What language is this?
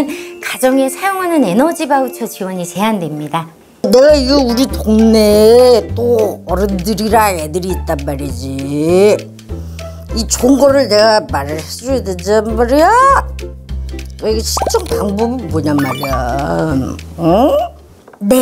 Korean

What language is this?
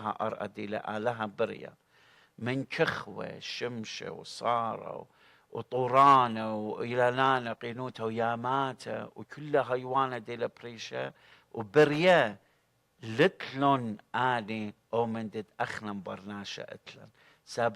Assyrian Neo-Aramaic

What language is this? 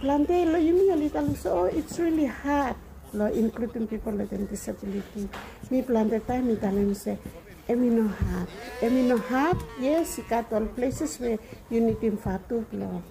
Bislama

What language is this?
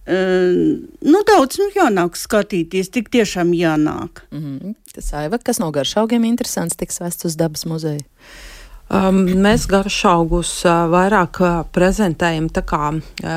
Latvian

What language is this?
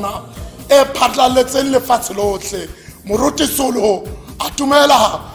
Tswana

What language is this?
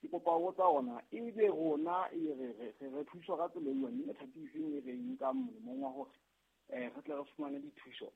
Southern Sotho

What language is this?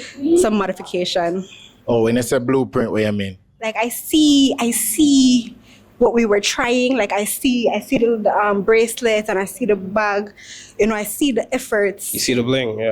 Jamaican Creole English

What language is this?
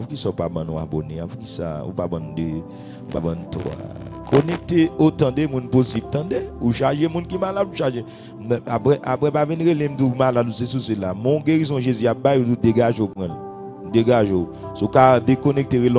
French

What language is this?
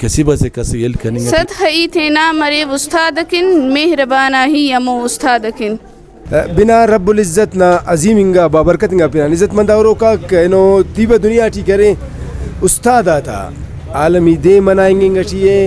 Brahui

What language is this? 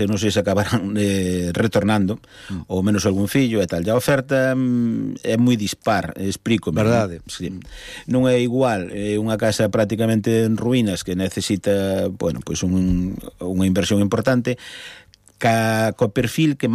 Galician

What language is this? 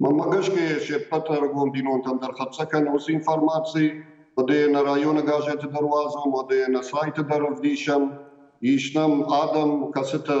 Ossetic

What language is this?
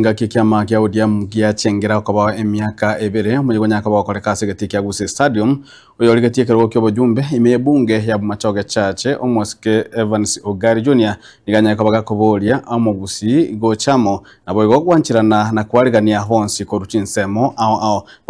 Gusii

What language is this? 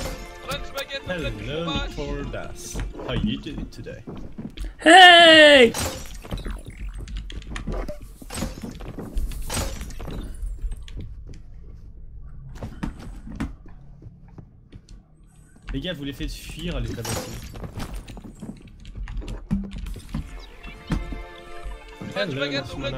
French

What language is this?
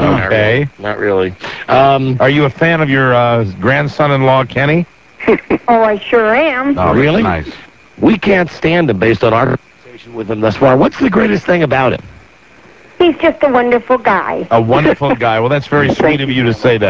English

